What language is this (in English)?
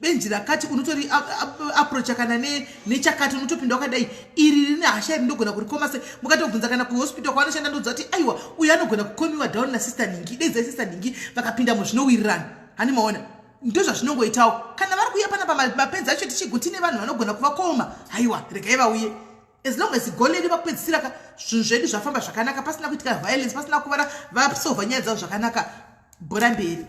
Shona